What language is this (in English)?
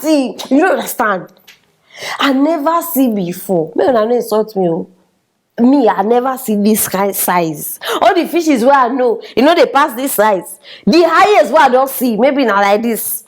Nigerian Pidgin